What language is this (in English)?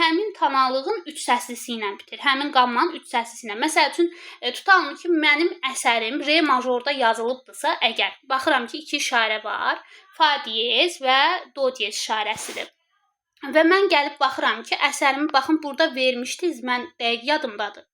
Azerbaijani